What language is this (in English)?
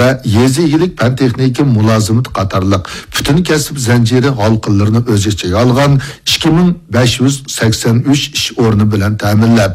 Uyghur